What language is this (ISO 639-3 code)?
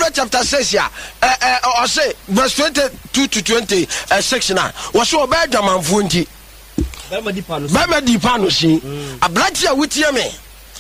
aka